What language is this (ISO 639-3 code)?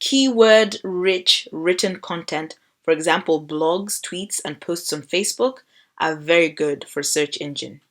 eng